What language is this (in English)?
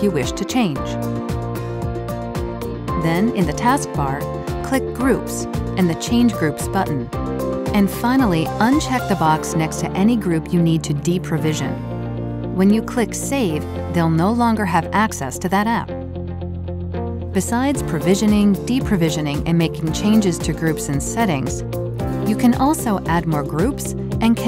English